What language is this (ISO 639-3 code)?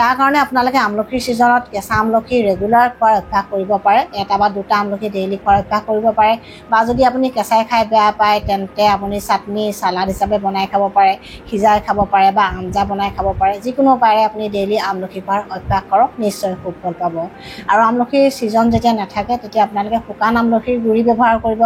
asm